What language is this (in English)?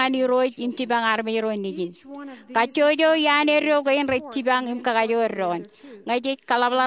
Marshallese